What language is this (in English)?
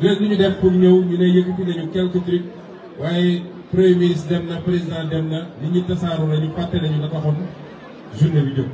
Wolof